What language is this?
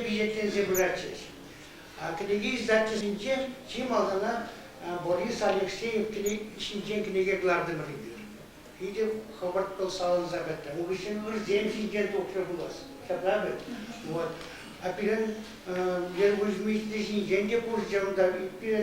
Chuvash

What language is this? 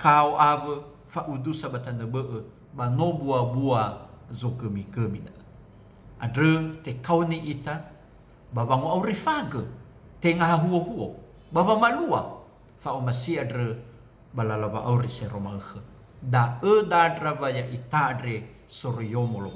Nias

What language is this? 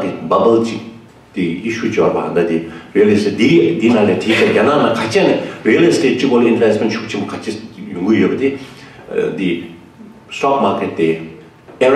Tibetan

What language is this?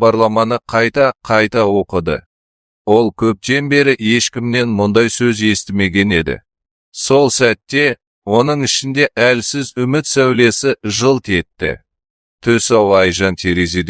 Kazakh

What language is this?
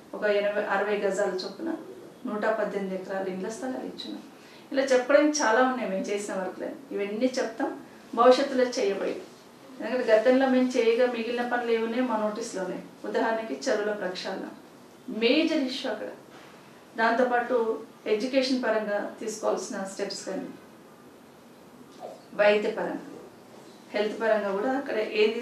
Telugu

